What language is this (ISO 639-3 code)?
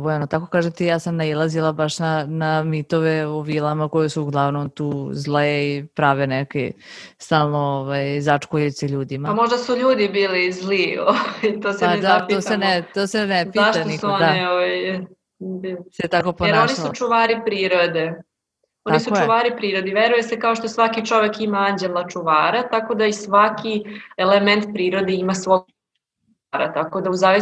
srp